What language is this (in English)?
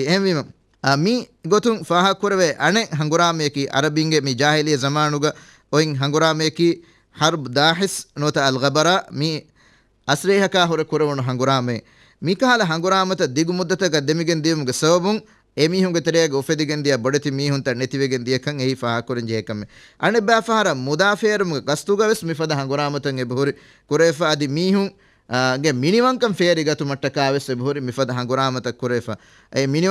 Divehi